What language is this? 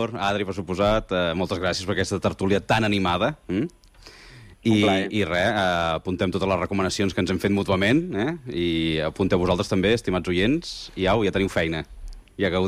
Catalan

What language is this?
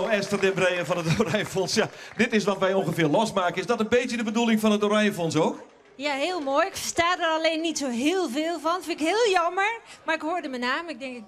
Western Frisian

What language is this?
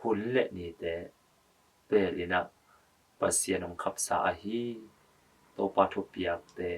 Tedim Chin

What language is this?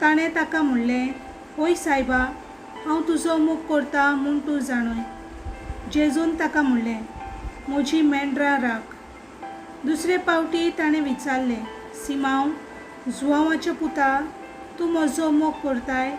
Konkani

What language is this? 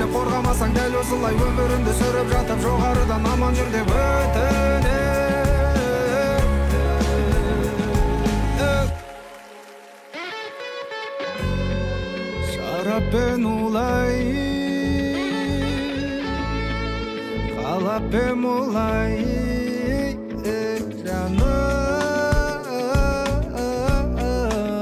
Kazakh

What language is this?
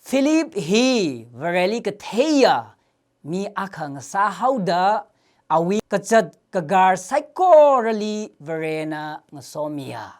Tangkhul Naga (India)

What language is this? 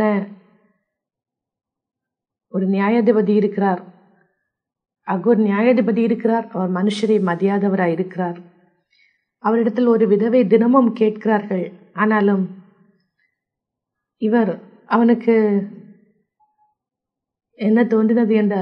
Tamil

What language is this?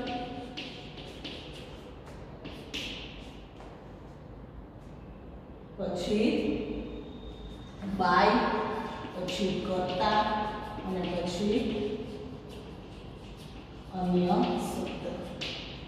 Gujarati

